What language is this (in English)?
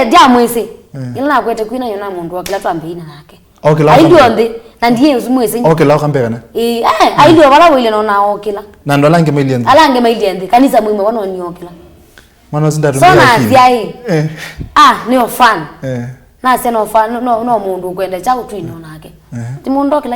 Kamba